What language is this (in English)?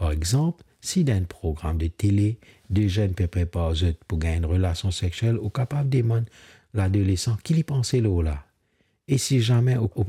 Morisyen